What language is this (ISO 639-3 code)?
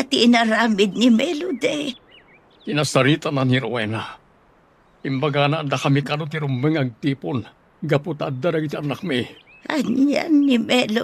ilo